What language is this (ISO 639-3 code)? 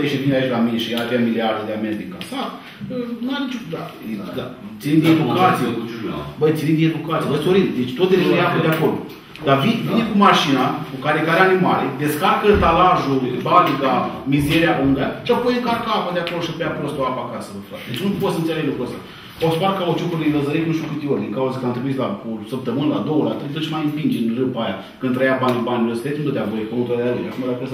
ron